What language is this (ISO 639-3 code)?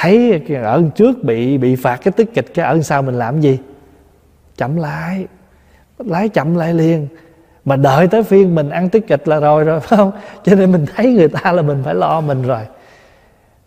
vie